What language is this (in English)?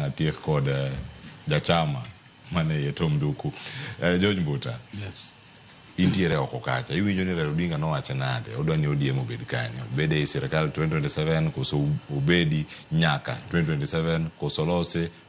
Luo (Kenya and Tanzania)